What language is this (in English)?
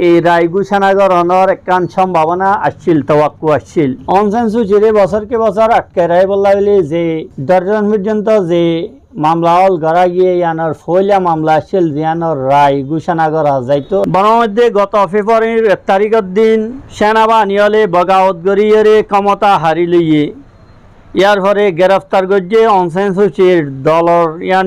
Rohingya